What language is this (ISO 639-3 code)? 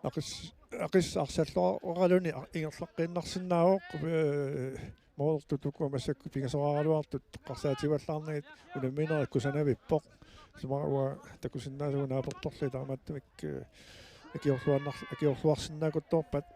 kal